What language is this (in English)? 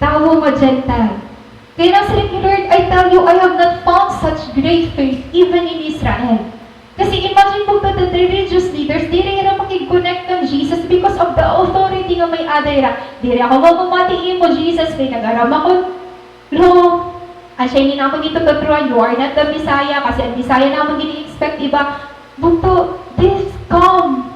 Waray